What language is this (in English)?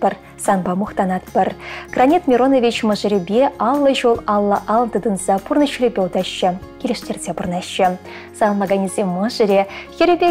Chuvash